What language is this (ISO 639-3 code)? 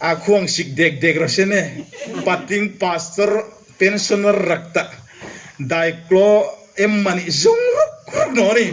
hmr